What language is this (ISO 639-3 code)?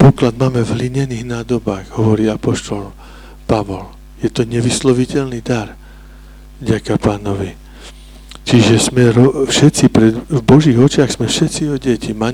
slk